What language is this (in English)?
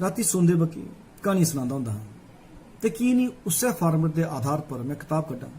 Dogri